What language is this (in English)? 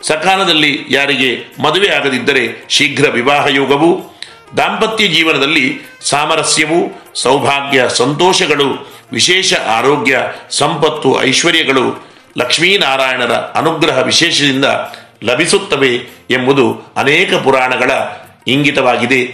Kannada